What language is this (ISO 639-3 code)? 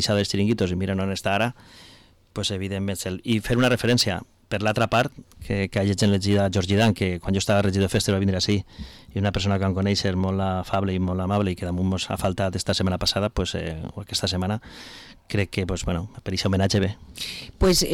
cat